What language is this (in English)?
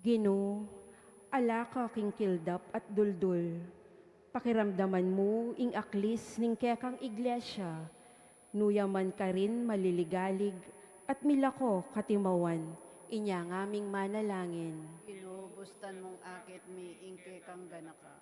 Pampanga